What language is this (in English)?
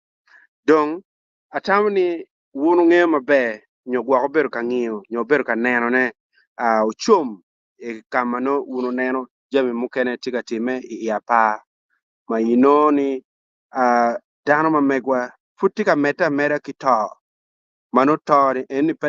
Acoli